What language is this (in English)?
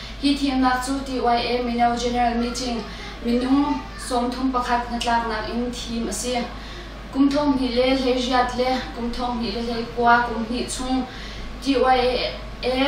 Hakha Chin